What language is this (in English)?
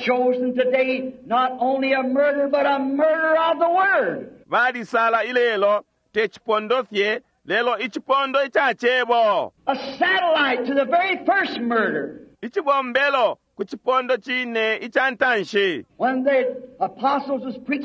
Bemba